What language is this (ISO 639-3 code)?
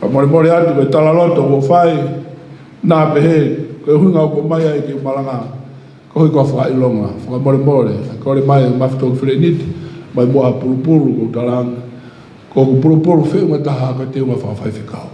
ton